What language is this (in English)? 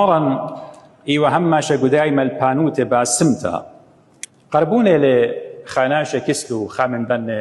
Assyrian Neo-Aramaic